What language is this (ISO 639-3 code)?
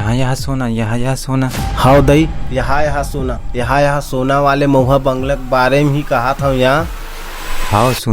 hne